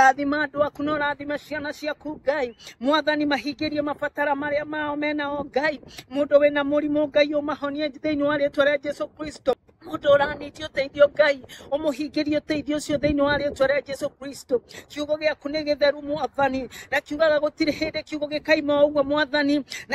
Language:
Kikuyu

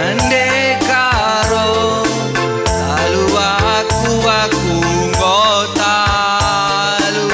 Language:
Batak Karo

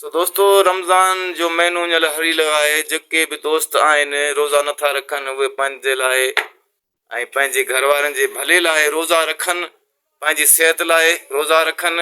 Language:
Sindhi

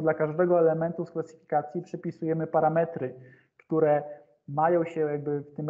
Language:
Polish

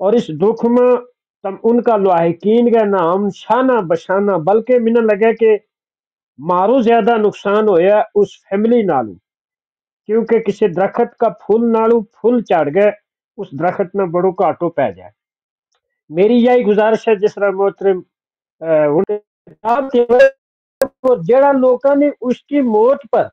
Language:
Gujari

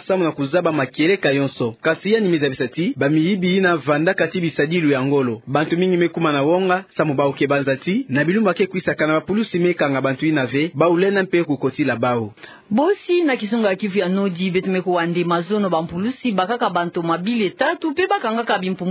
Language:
Kituba (Democratic Republic of Congo)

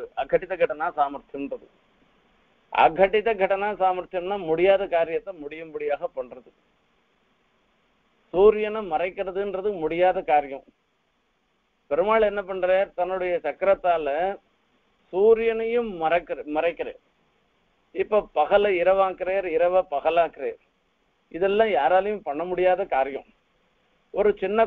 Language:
Tamil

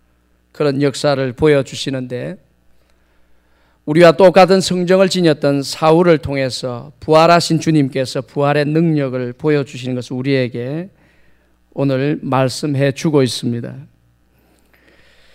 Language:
Korean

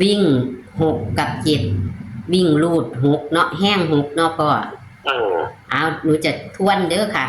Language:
Northeastern Thai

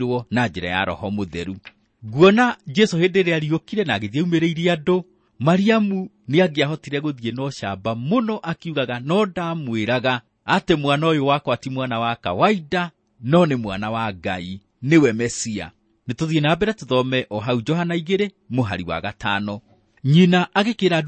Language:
Kikuyu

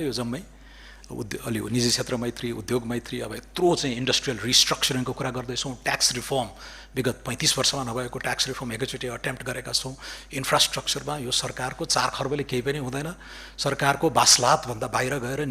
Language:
Nepali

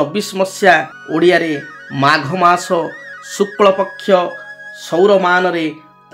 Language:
Odia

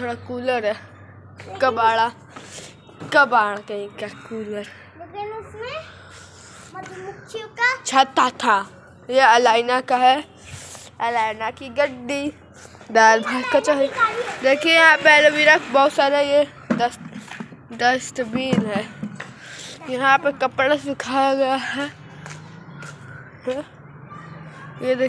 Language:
Hindi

